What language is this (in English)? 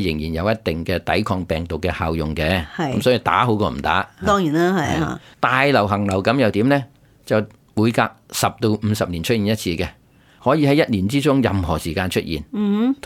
Cantonese